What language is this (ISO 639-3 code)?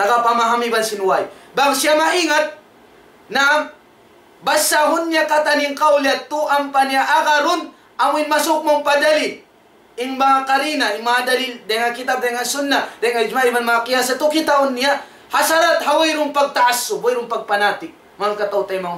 tsg